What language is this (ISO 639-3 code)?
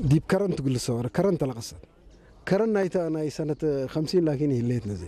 tig